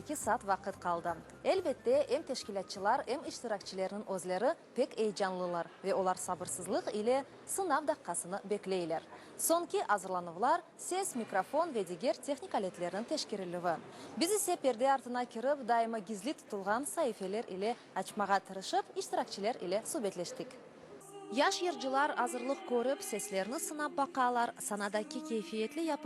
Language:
Crimean Tatar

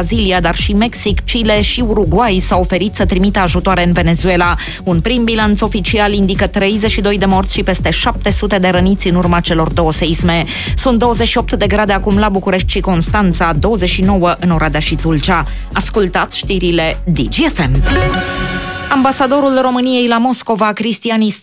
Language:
Romanian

